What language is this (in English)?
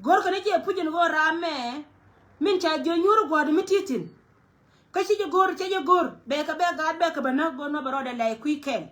Nuer